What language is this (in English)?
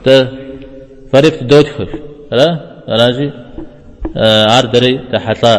Kabardian